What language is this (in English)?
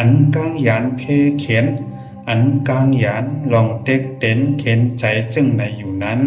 Shan